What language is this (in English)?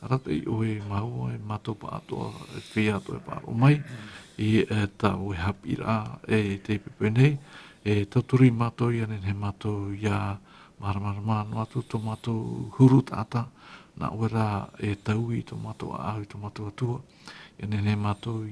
Tahitian